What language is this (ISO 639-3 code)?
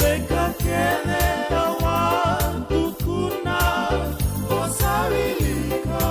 fij